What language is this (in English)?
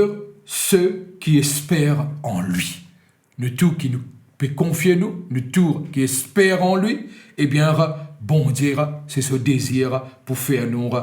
Morisyen